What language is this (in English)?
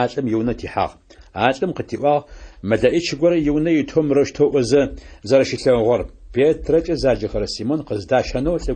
Adyghe